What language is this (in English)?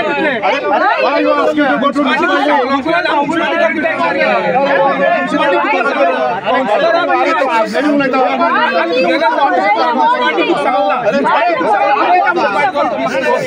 English